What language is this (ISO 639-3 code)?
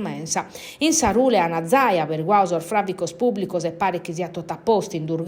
srd